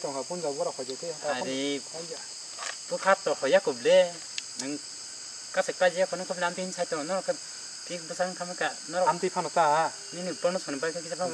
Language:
Kok Borok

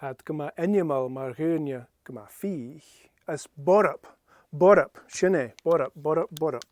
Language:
Scottish Gaelic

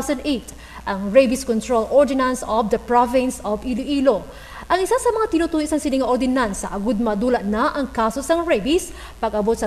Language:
Hiligaynon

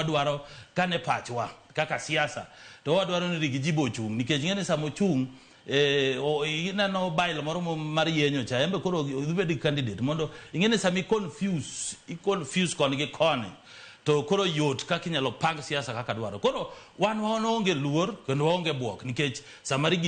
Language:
Luo (Kenya and Tanzania)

